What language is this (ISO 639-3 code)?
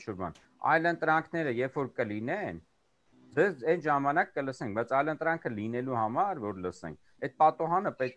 hye